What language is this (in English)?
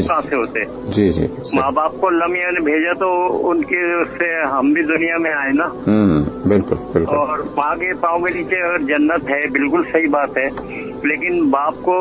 Urdu